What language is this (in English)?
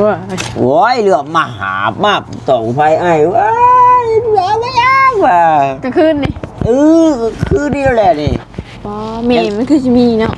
Northeastern Thai